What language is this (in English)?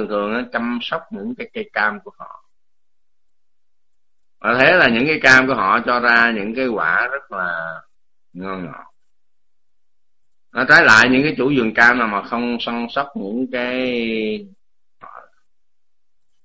Vietnamese